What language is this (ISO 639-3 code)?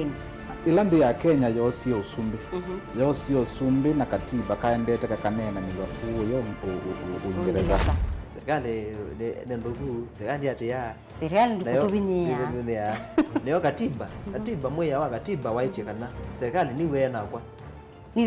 kam